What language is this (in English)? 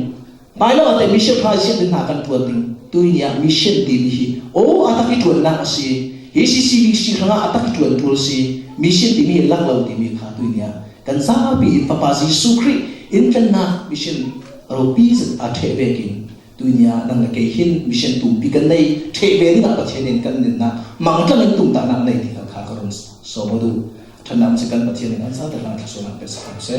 Falam Chin